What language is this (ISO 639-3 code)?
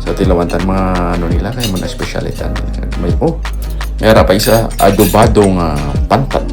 hil